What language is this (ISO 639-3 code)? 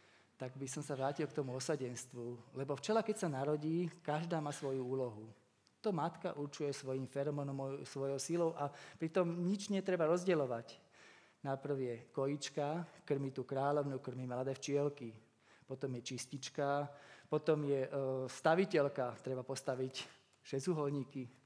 slk